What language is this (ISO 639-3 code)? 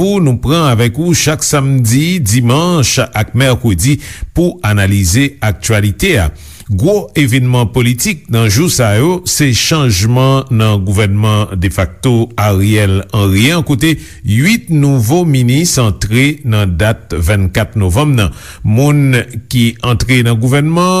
hat